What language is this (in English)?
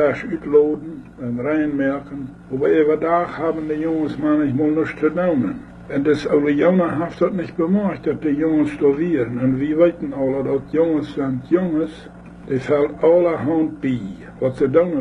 Plautdietsch